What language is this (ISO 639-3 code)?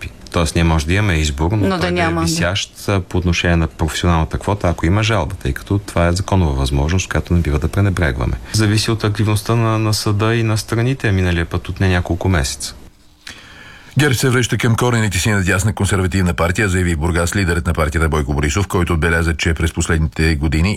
bul